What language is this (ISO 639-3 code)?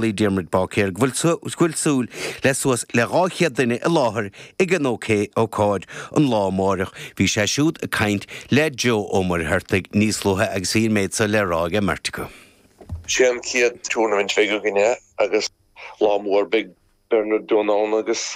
gle